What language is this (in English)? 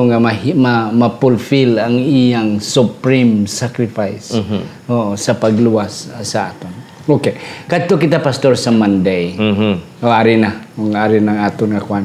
Hiligaynon